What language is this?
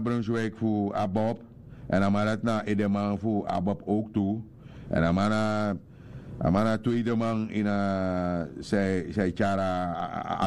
Sranan Tongo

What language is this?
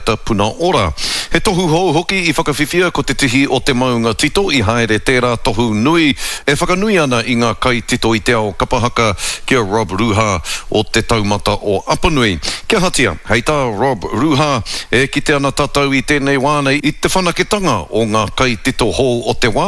Māori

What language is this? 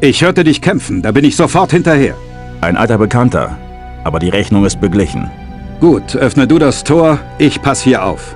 Bavarian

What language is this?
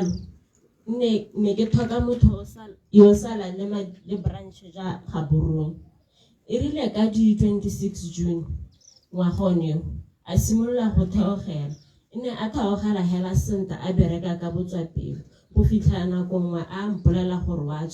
Tswana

